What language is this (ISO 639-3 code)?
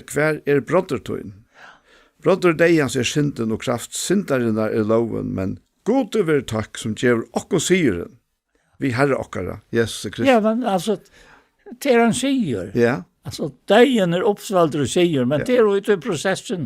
fao